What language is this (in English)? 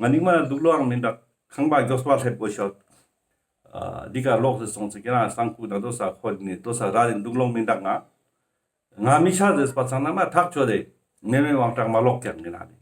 Ladakhi